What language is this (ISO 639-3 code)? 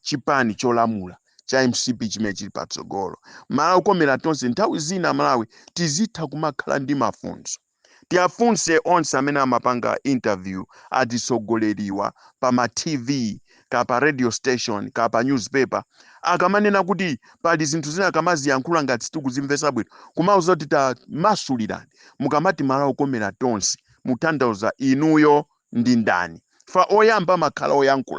nya